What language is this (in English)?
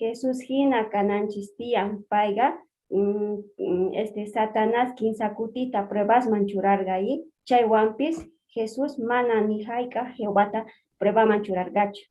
South Bolivian Quechua